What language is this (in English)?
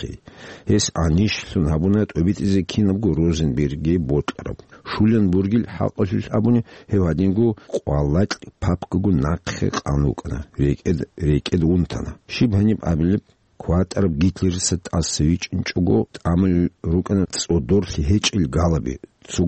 Avaric